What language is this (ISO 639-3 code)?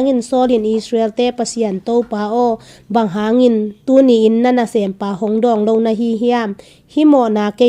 ctd